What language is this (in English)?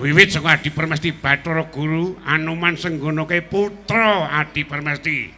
Javanese